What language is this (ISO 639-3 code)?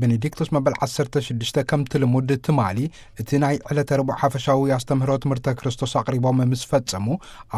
tir